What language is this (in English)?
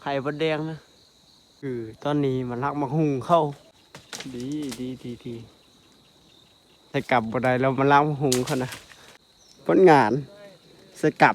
Lao